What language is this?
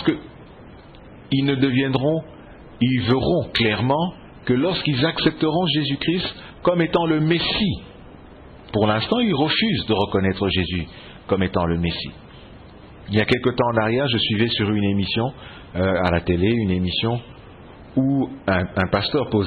French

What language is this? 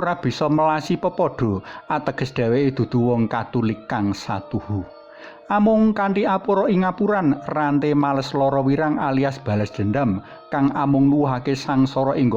Javanese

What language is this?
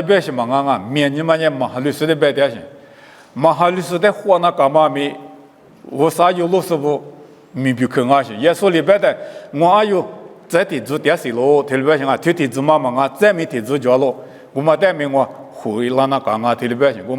Lisu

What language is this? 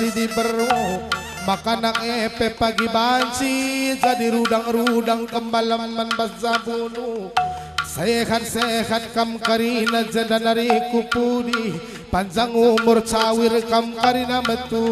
Batak Karo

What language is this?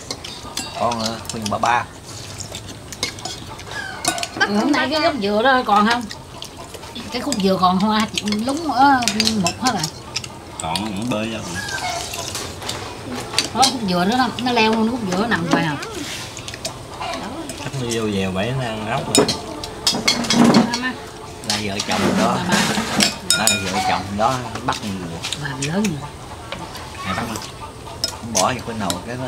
Vietnamese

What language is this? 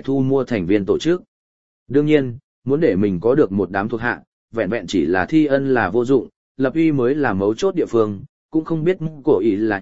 Vietnamese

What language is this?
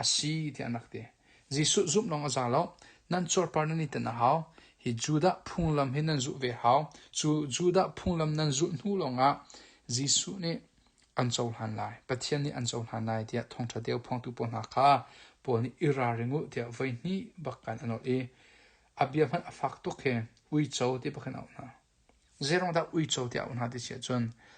Hakha Chin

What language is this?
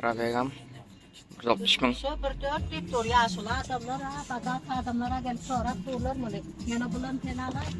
Turkmen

